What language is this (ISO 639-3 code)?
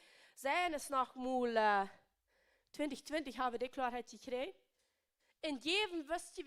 pdt